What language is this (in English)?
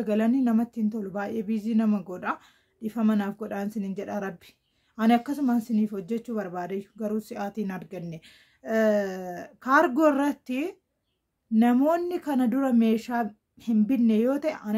Oromo